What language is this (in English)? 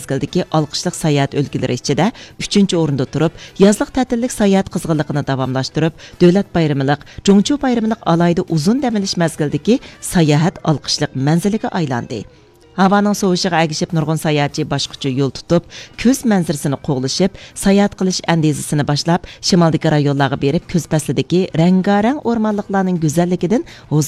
Uyghur